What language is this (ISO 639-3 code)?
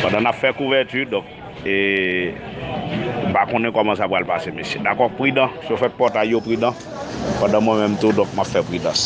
hat